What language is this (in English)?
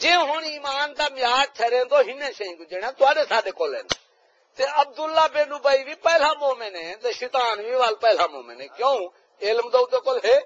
Saraiki